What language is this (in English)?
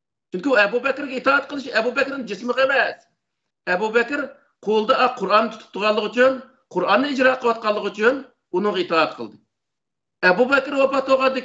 Uyghur